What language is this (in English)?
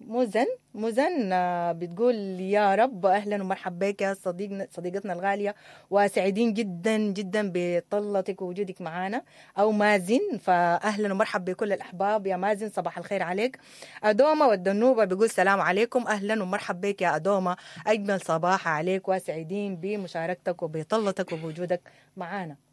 Sudanese Arabic